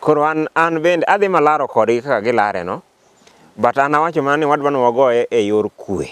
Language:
Luo (Kenya and Tanzania)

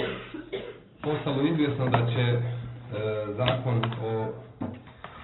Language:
Croatian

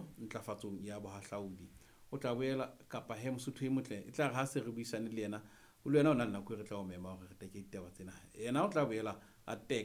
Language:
Southern Sotho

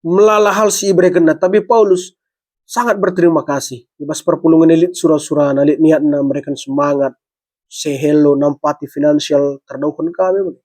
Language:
Batak Karo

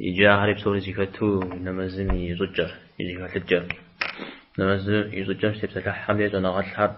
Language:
Kabardian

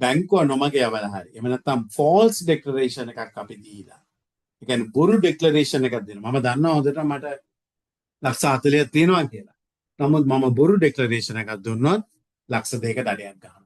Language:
Sinhala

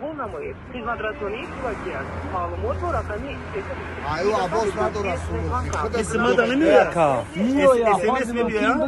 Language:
Tajik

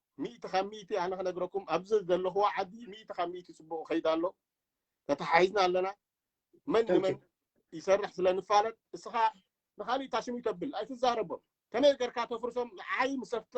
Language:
Tigrinya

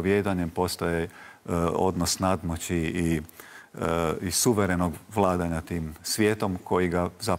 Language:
Croatian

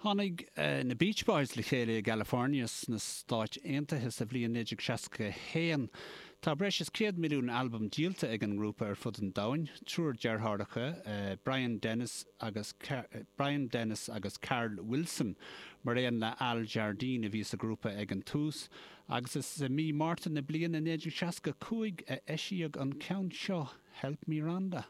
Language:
Irish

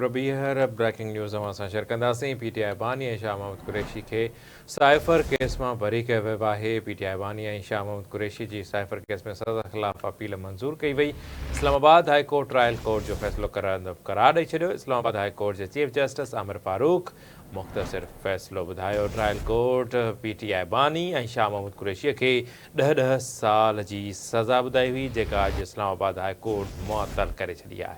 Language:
Sindhi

